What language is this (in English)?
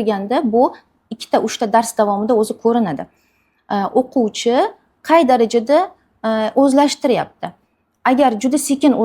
Uzbek